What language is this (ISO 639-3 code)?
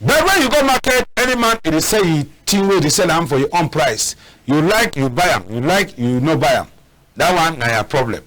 wes